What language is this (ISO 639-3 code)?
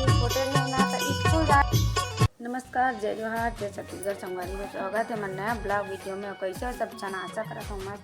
hne